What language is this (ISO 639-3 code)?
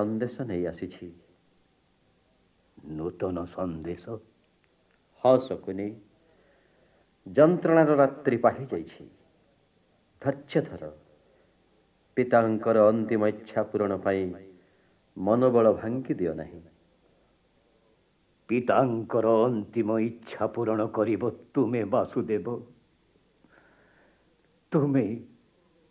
ori